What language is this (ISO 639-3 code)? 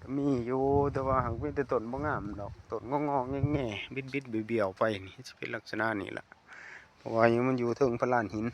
lao